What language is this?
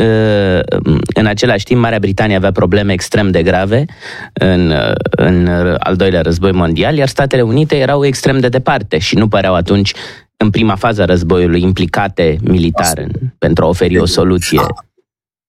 Romanian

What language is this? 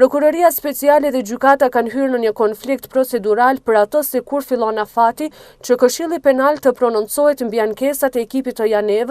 Albanian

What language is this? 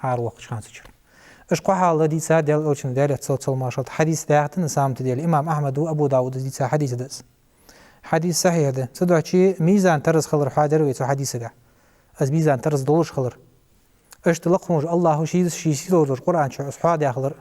Ingush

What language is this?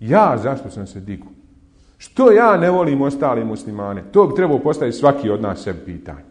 Bosnian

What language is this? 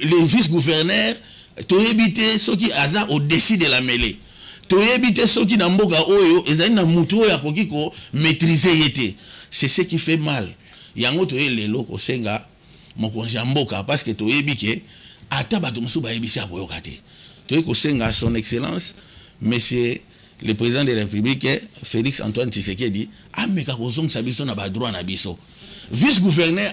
Lingala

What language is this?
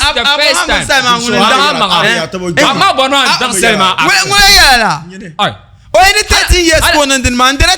Dagbani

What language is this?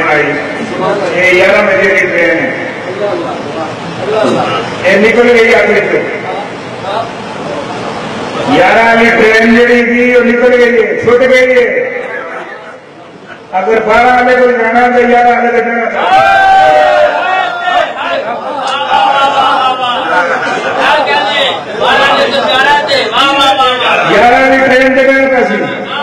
Urdu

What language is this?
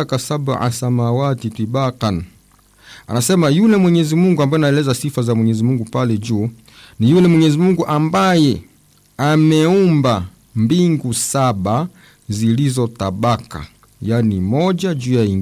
Swahili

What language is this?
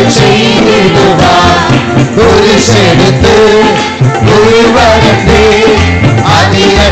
Tamil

